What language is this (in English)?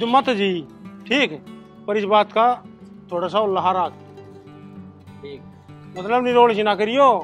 Haryanvi